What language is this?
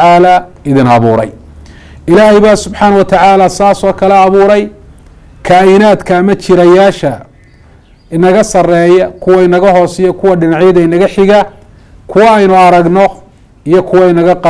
Somali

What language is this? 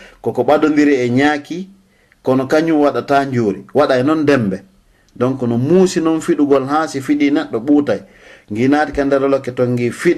Fula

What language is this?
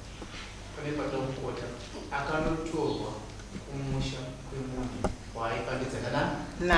Shona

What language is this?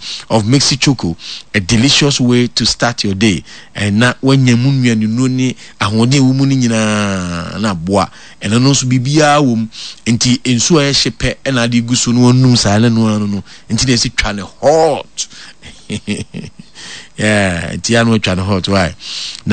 Akan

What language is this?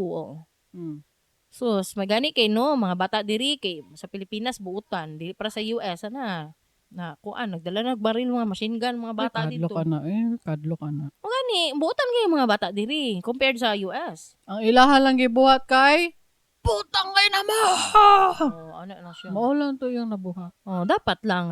Cebuano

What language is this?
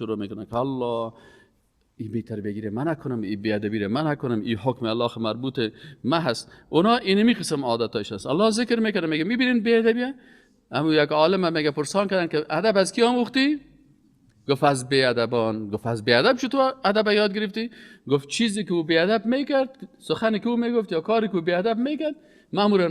Persian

